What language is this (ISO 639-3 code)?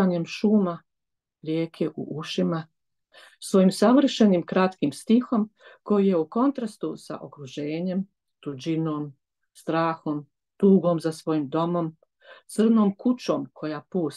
hrv